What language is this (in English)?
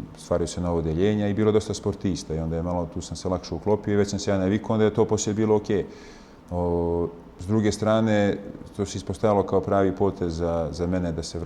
Bosnian